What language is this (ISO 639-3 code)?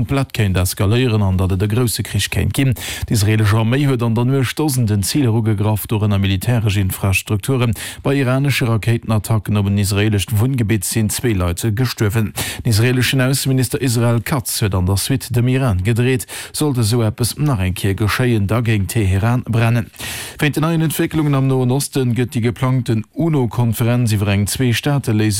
ltz